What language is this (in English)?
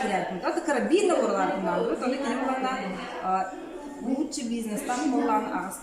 Yakut